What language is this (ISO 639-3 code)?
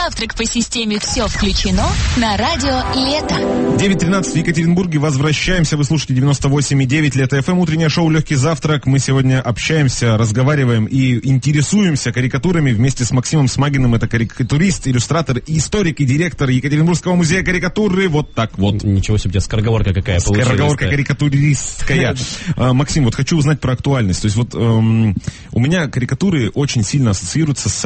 rus